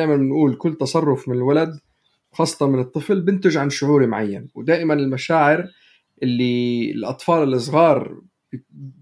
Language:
North Levantine Arabic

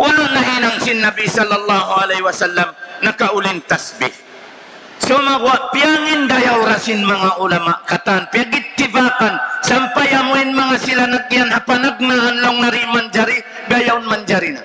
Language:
Tausug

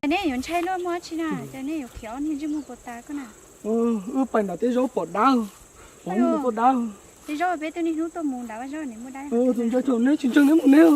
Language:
Hmong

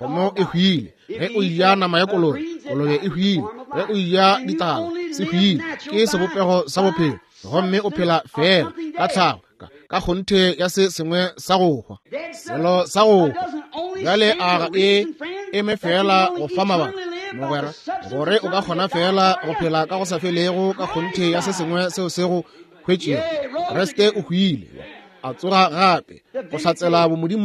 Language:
Northern Sotho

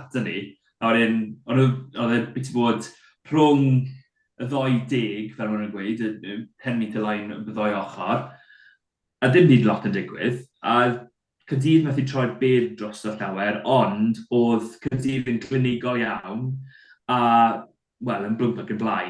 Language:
Welsh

